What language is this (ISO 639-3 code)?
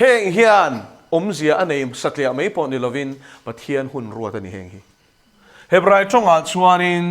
lus